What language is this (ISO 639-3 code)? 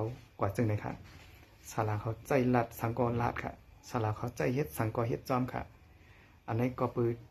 shn